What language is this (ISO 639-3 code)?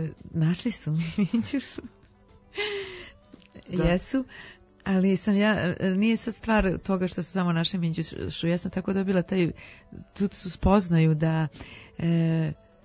srp